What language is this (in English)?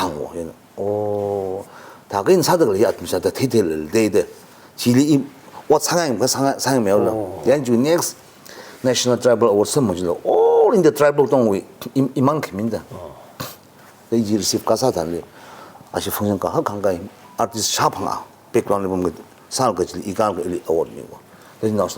Tangkhul Naga (India)